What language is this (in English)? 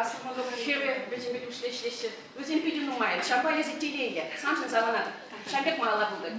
Chuvash